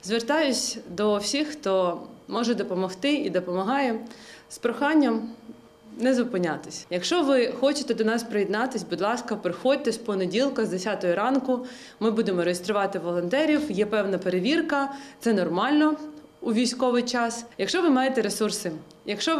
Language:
Ukrainian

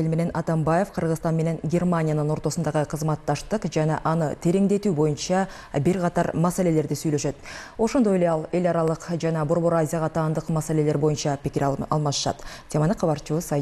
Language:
Kyrgyz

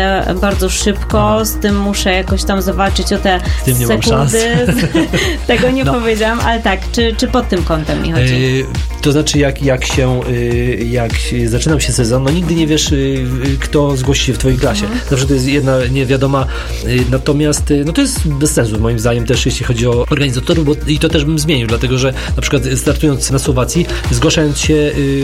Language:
Polish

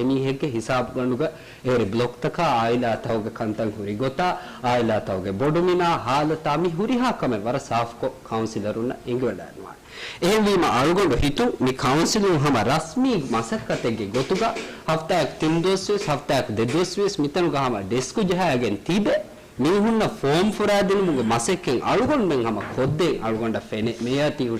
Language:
Divehi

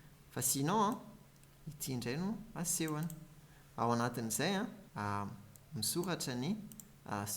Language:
Malagasy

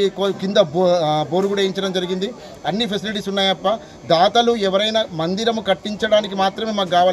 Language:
Telugu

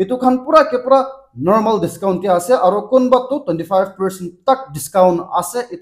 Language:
Naga Pidgin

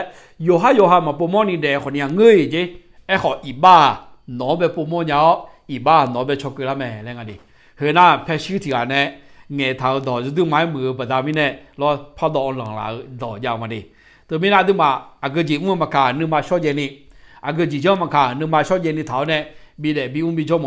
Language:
Akha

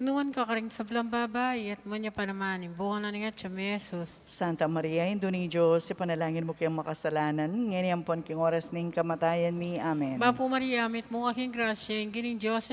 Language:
Pampanga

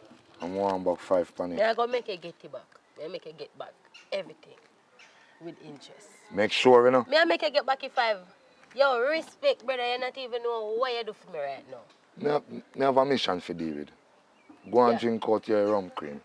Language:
Jamaican Creole English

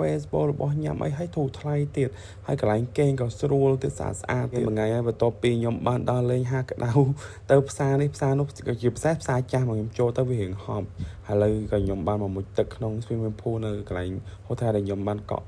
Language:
Khmer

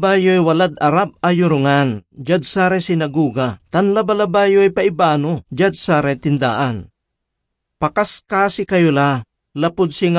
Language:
Pangasinan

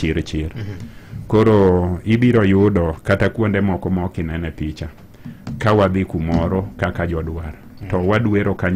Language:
Luo (Kenya and Tanzania)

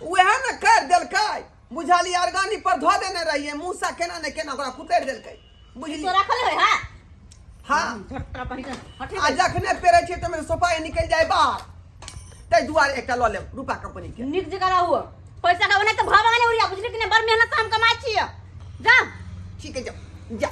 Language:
Maithili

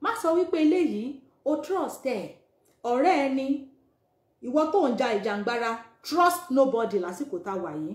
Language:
Yoruba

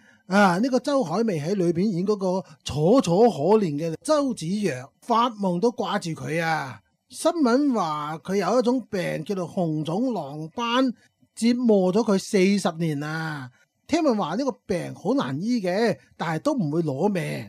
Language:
Cantonese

